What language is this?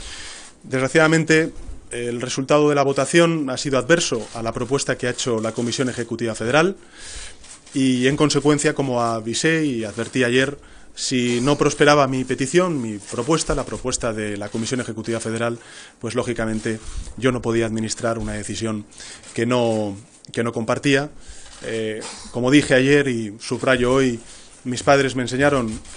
Spanish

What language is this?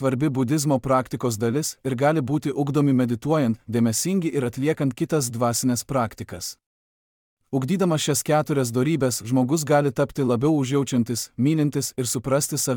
Lithuanian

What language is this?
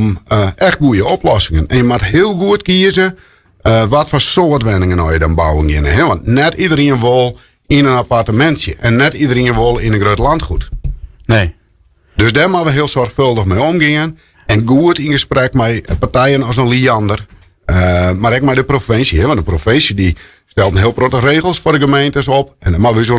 Western Frisian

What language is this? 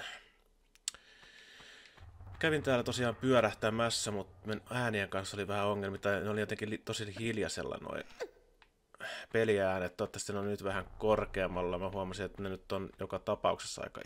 Finnish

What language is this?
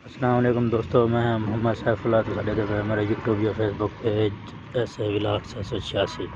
Saraiki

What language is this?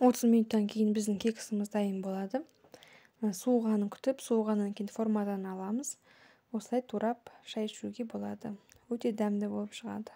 Kazakh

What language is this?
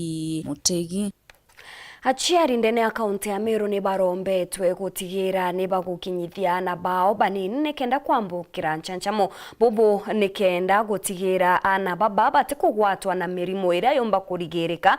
Meru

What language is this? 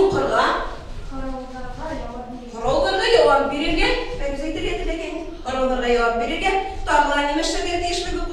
Bashkir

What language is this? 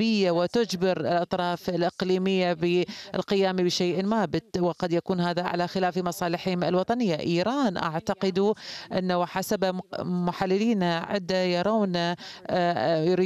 Arabic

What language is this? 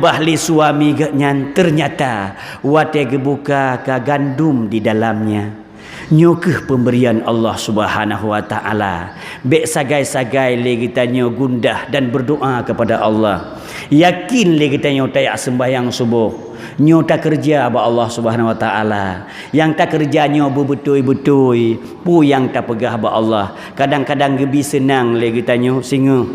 Achinese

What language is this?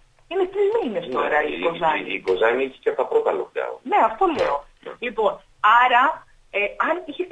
Greek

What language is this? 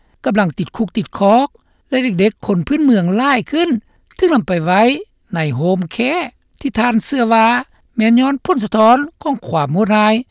Lao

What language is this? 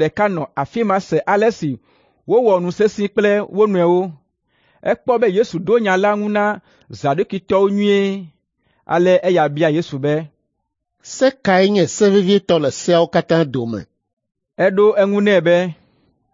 Ewe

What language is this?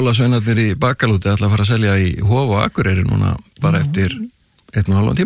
Icelandic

